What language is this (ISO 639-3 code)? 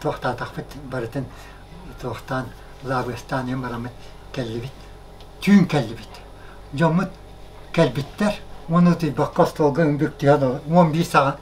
sah